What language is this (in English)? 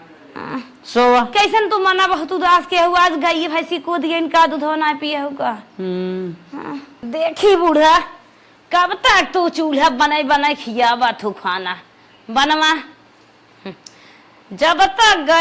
Awadhi